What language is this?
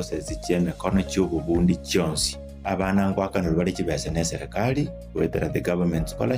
Gusii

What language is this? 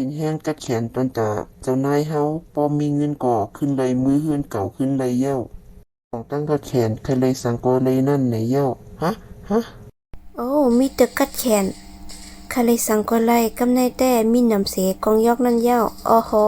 Shan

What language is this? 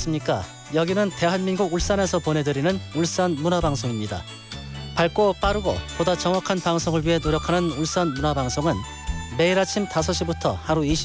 Korean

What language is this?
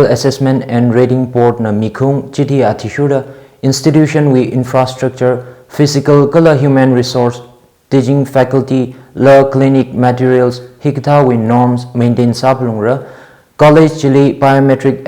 Tangkhul Naga (India)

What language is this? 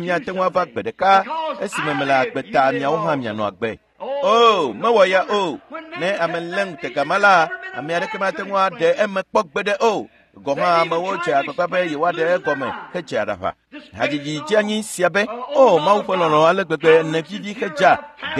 Ewe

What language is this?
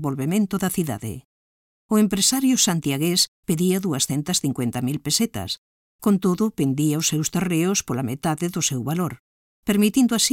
Galician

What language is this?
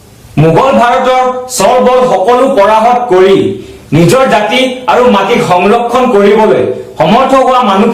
Assamese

